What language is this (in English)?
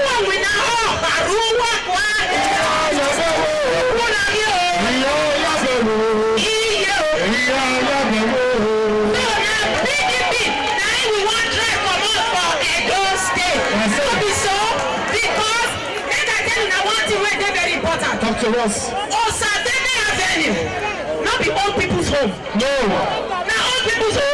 Nigerian Pidgin